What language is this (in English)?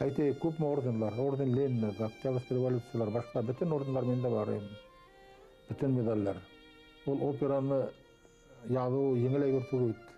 Bashkir